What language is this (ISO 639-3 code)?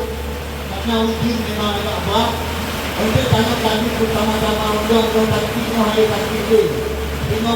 ace